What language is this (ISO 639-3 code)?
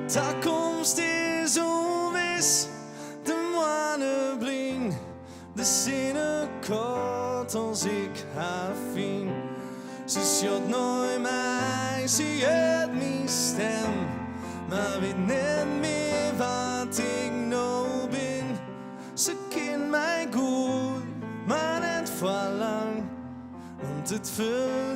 fry